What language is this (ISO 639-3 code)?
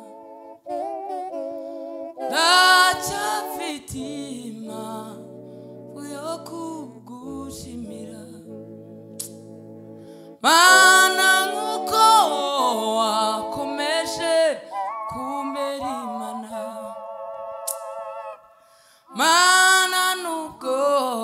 kin